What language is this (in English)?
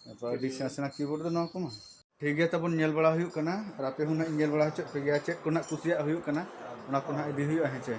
Santali